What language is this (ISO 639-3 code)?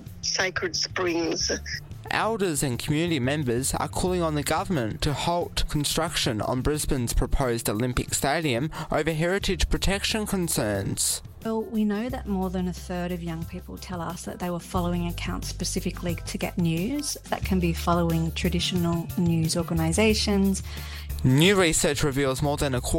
eng